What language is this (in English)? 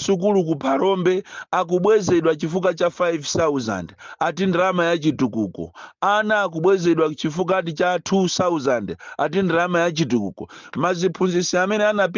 Nyanja